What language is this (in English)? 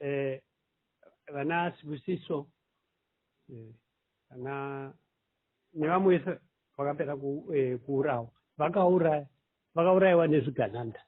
Shona